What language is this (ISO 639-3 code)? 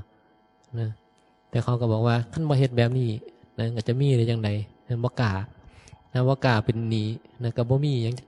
tts